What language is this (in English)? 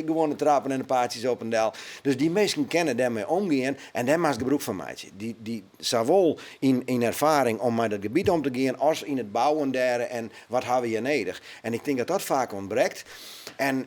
Western Frisian